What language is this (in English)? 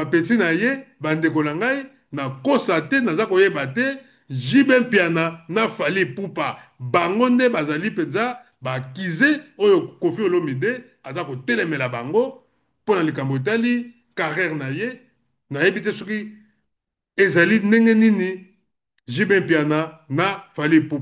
Lingala